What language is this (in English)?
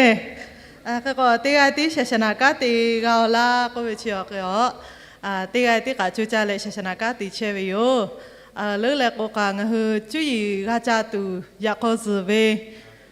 Lahu